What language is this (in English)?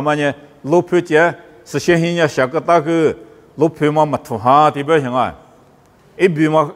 Lisu